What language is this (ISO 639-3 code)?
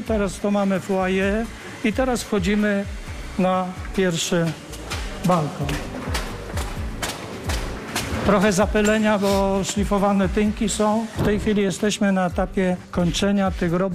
pol